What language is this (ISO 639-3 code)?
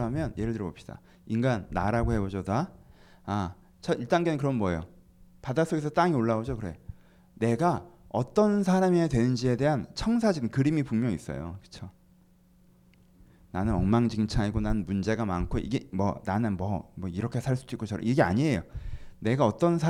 kor